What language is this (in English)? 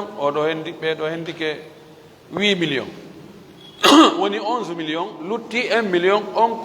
Fula